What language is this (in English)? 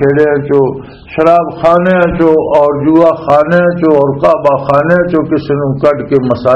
Western Panjabi